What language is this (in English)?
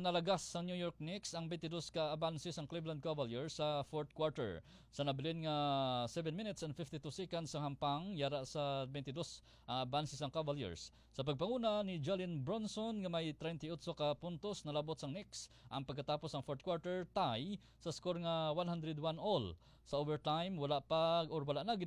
Hiligaynon